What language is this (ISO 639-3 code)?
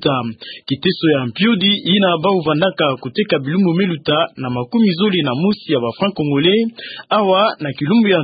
ktu